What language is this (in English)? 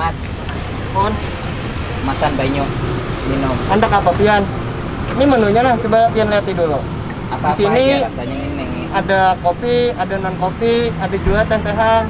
Banjar